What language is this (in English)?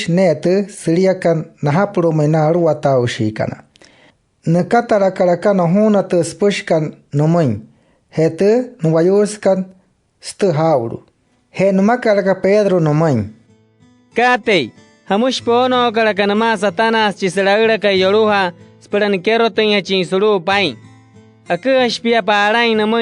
Wayuu